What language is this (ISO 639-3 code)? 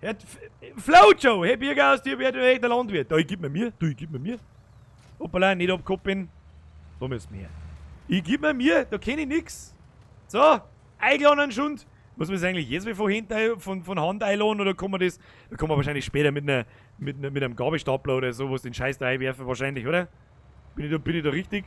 bar